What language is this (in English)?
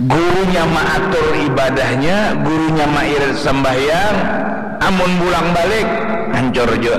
Banjar